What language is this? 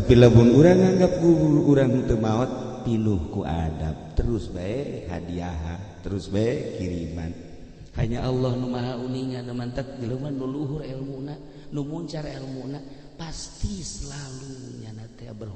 Sundanese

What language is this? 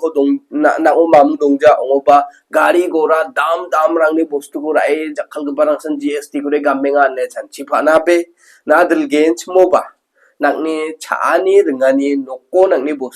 Garo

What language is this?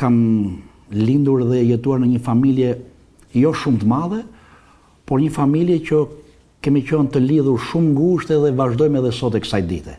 Albanian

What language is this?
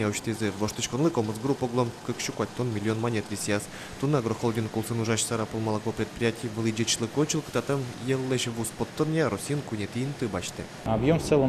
Udmurt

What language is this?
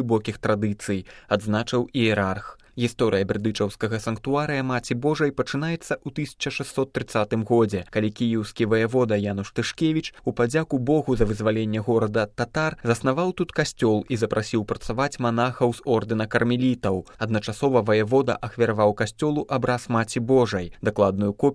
Belarusian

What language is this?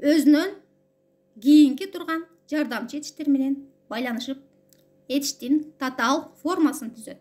Kyrgyz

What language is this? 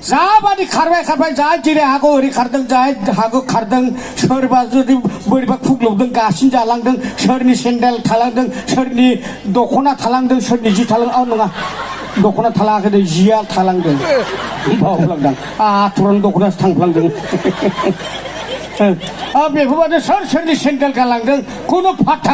Bodo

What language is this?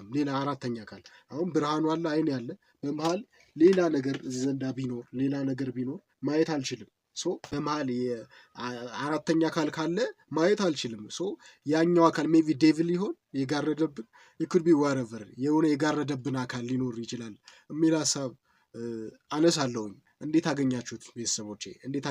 Amharic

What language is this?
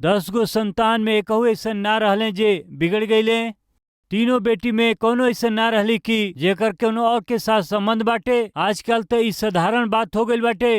Bhojpuri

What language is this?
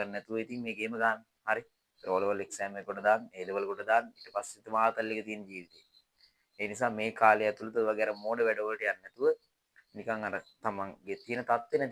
Sinhala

